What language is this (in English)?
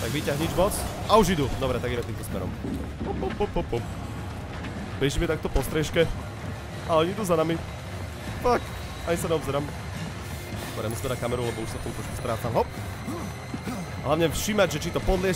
Slovak